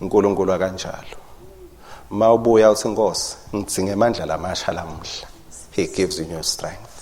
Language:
Swati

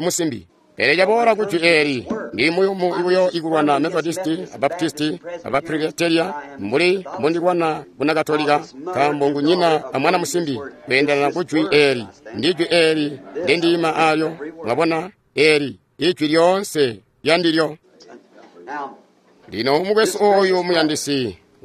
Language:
Tonga (Zambia)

